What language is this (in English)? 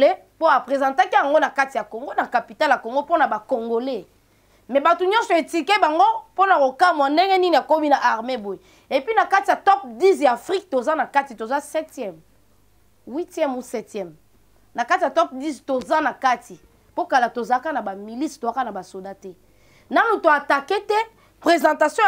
Lingala